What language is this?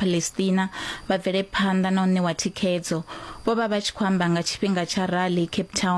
Venda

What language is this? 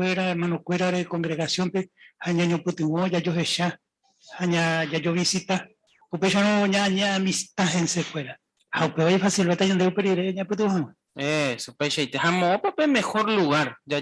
Guarani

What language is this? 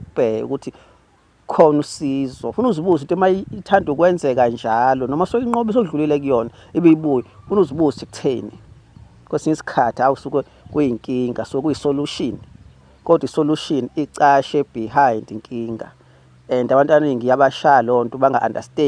Zulu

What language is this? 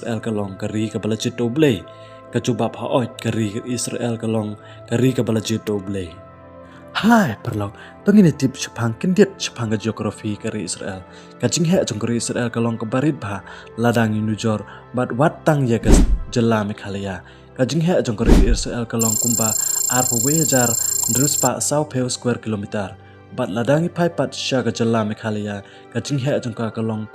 Khasi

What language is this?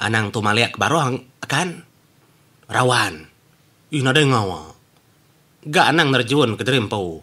Iban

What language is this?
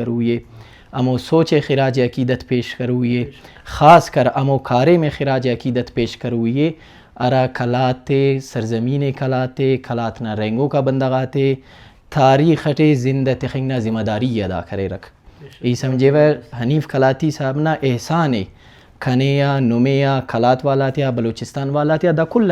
Brahui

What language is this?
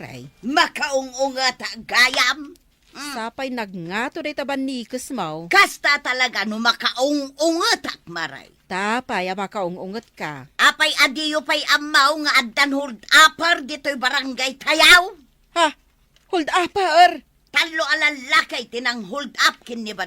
Iloko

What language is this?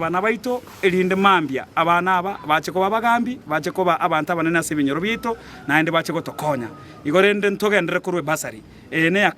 Gusii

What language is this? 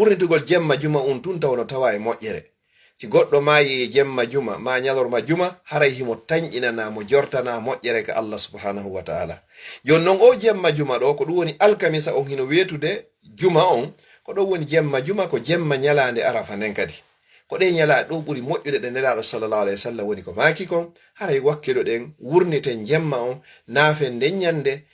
Fula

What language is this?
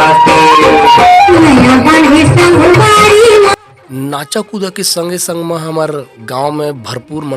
Chhattisgarhi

